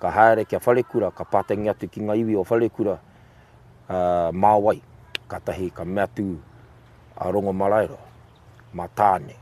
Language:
Māori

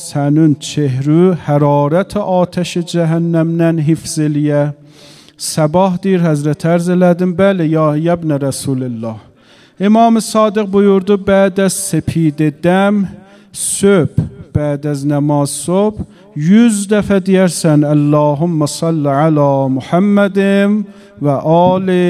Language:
Azerbaijani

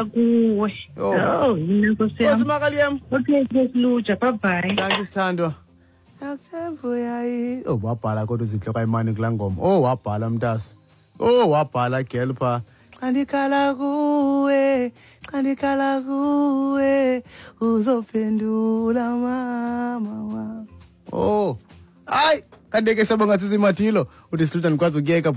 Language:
Xhosa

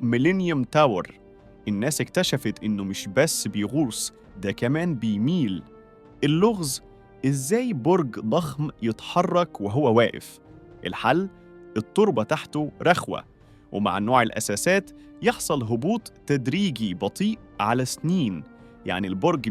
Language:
Egyptian Arabic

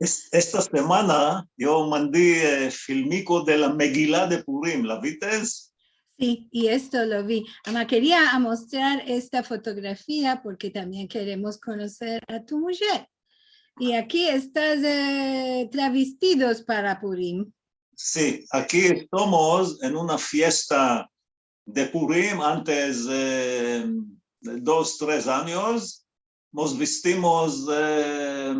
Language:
Ladino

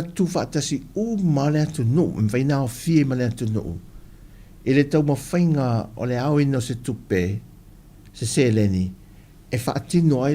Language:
Samoan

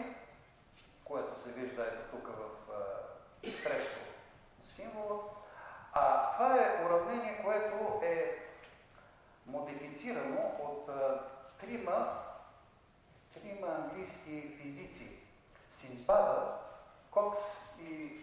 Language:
Bulgarian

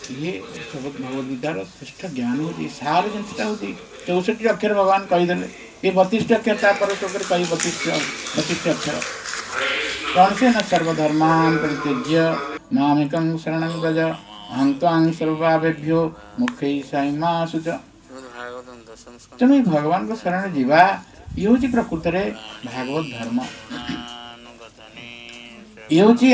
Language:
Odia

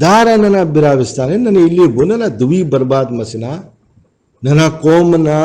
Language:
Brahui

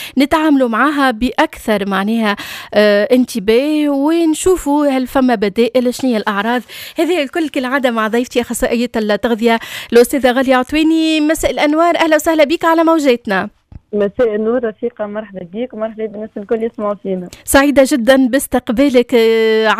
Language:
Tunisian Arabic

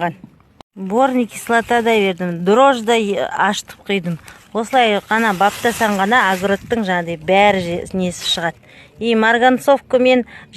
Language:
Kazakh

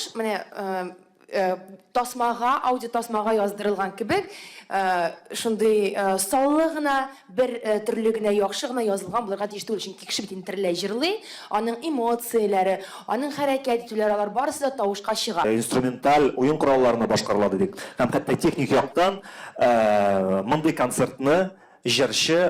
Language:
Tatar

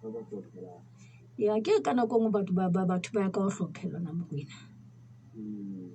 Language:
Southern Sotho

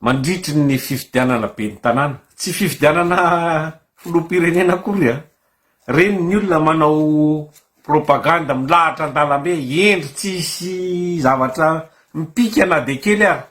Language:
Malagasy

